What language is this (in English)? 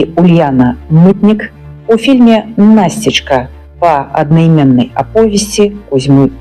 Belarusian